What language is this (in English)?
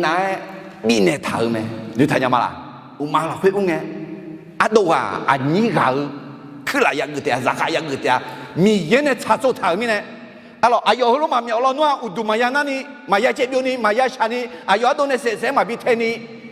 Akha